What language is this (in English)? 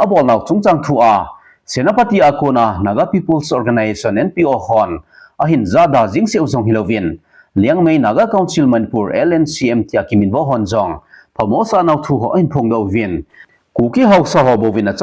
Thado Chin